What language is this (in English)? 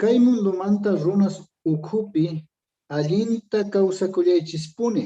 Quechua